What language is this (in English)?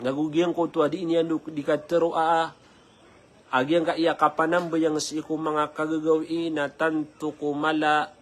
Maranao